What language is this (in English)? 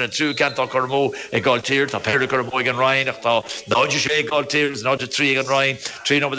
Irish